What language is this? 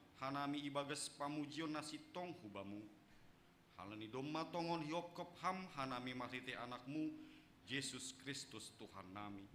Batak Simalungun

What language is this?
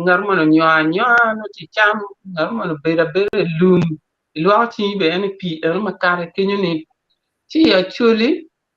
Acoli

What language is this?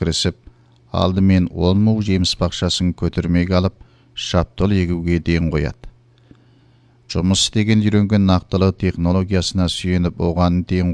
Kazakh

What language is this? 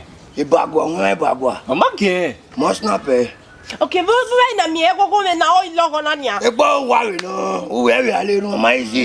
Bini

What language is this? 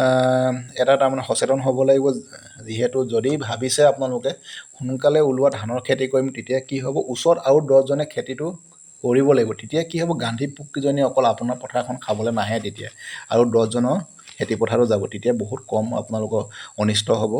Assamese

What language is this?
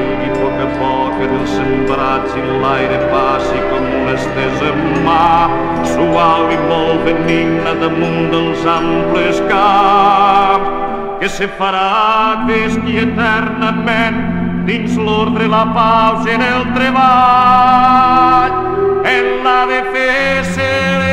Catalan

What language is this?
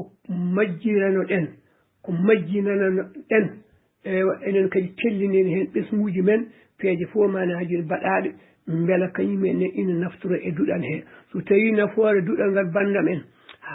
Fula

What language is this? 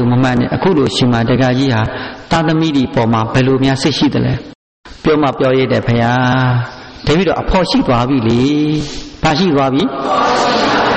Burmese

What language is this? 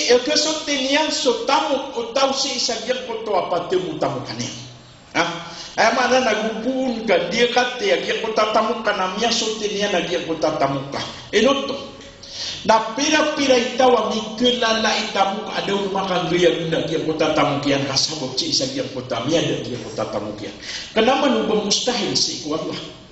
Maranao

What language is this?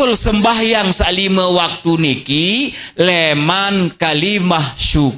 Sasak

